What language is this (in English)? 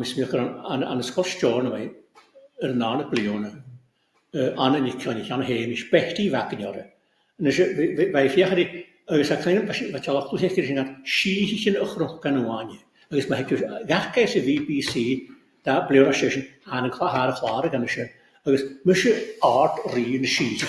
Scottish Gaelic